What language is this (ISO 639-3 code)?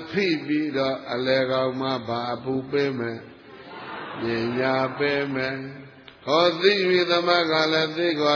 mya